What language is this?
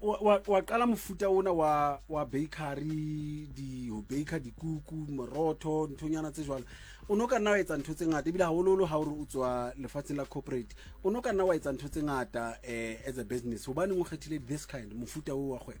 Southern Sotho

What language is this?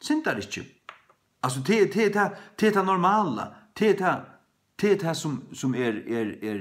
Faroese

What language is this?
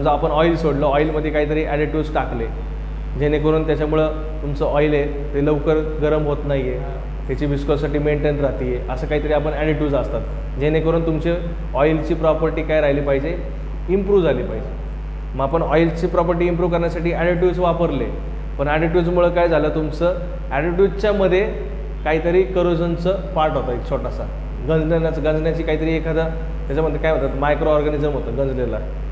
Marathi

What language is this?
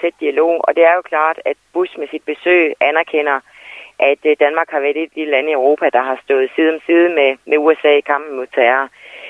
Danish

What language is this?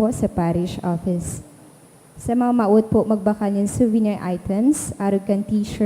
Bikol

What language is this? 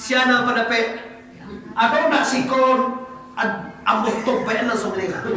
Minangkabau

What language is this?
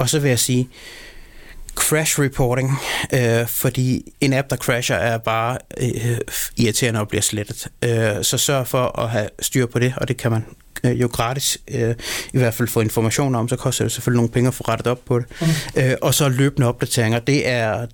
Danish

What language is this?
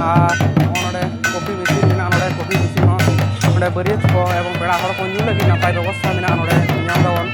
Santali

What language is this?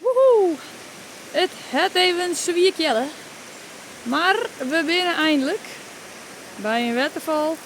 Western Frisian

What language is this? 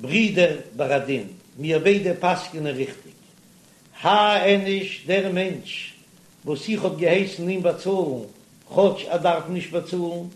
Yiddish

